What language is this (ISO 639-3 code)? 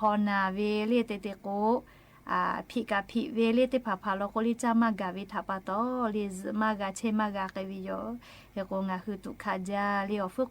lhu